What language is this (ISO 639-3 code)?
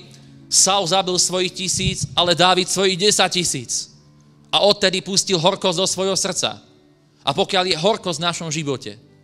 slk